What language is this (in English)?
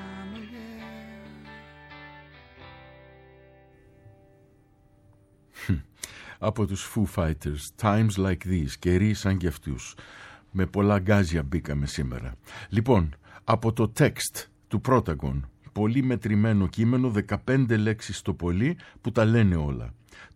Greek